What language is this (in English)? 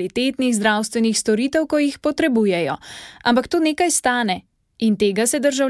Slovenian